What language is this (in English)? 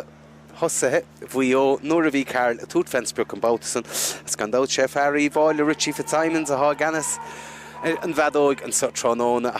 Irish